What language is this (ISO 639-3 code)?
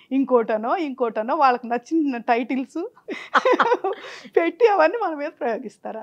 tel